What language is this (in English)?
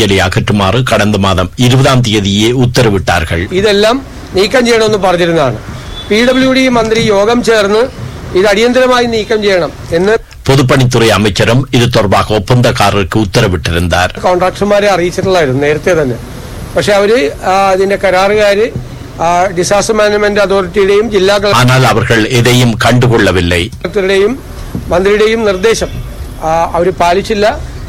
Tamil